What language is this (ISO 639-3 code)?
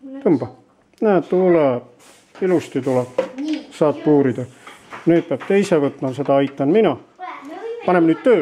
est